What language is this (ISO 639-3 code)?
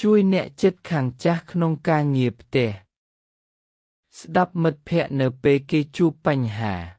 khm